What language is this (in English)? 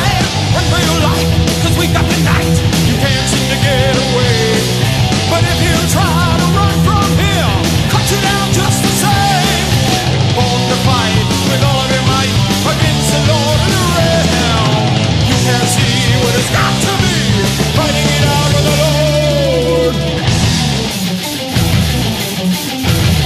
English